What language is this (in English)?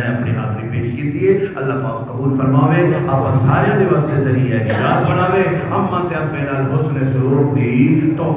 Saraiki